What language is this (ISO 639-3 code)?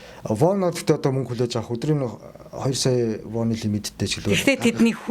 mon